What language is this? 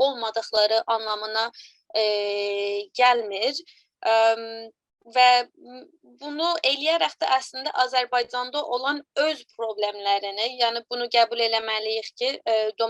South Azerbaijani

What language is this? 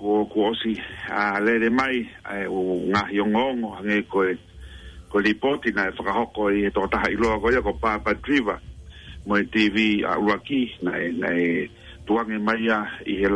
Tongan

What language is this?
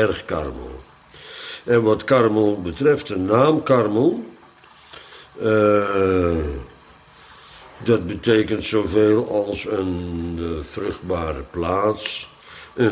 Dutch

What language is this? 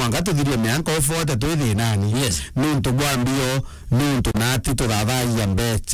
Meru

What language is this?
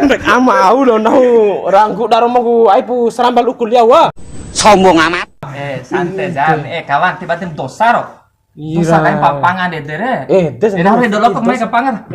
Bima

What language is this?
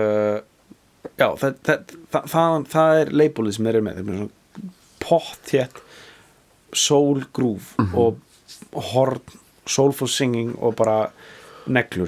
Icelandic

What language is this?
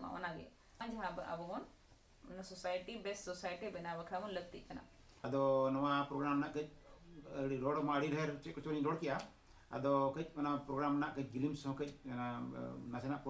Santali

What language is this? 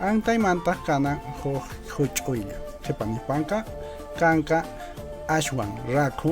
Quechua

